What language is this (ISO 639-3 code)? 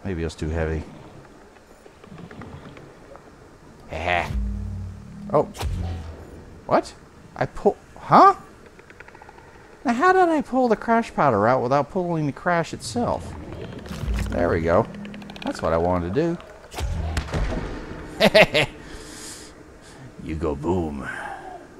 eng